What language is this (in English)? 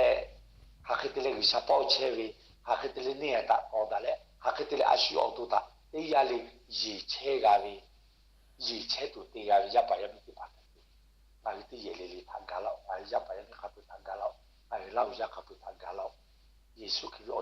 Lahu